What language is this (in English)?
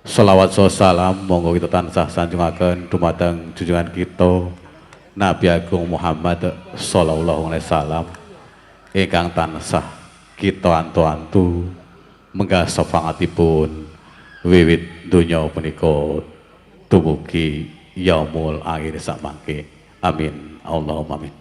Javanese